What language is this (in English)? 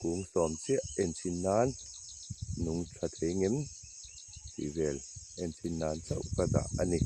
Mizo